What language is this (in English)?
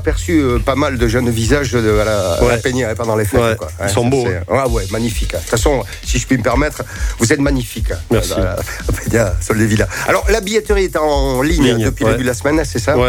French